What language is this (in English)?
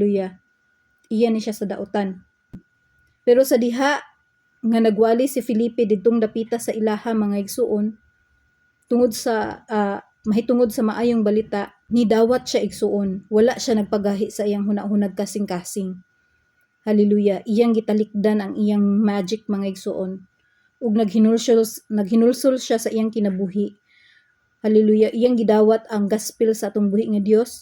Cebuano